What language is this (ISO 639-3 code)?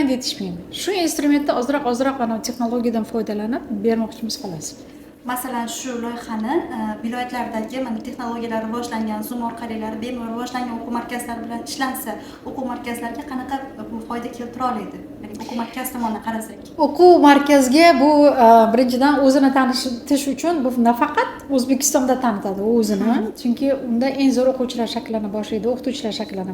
uzb